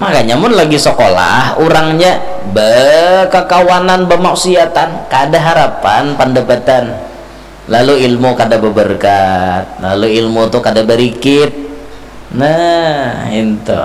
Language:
Banjar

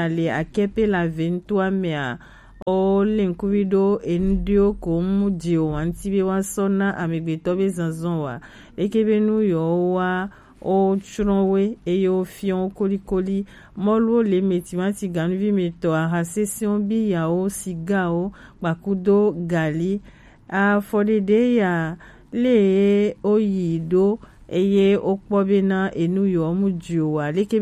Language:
Gen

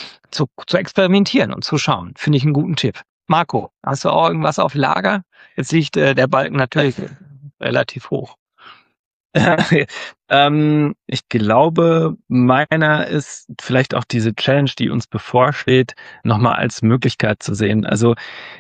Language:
German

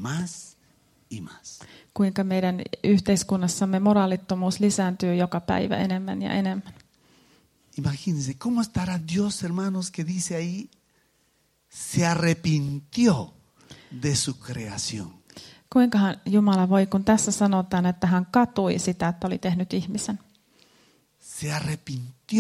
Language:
Finnish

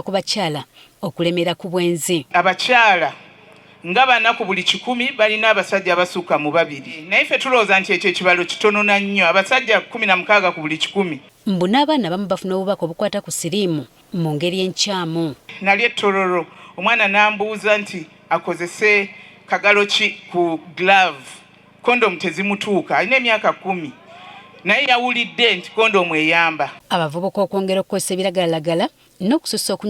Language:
Ganda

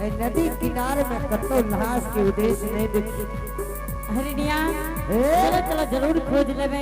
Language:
Angika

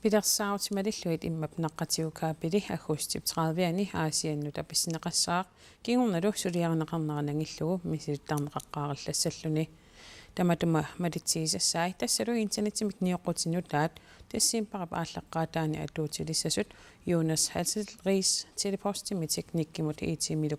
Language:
Kalaallisut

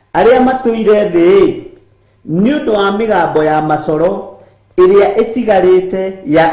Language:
Kikuyu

